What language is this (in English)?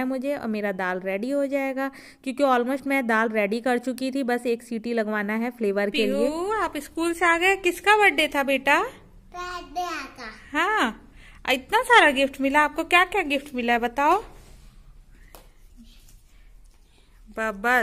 Hindi